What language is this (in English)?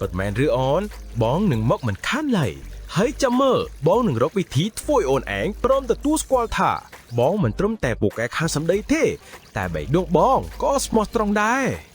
Khmer